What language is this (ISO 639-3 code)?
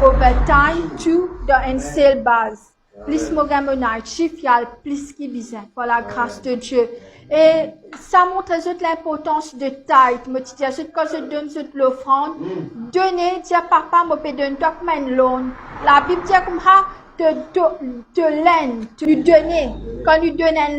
mfe